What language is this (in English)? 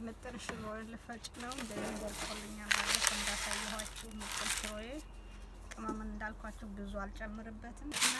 Amharic